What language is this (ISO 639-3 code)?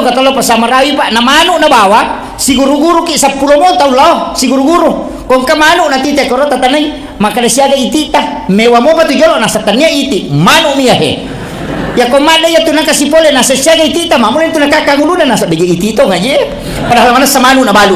bug